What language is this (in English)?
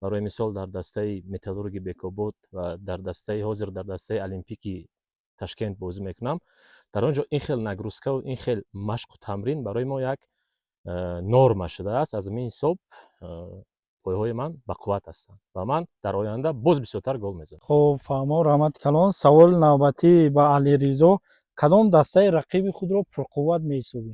Tajik